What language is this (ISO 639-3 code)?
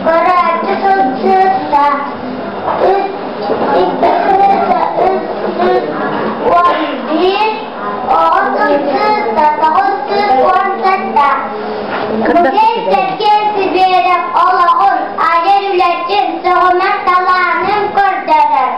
sah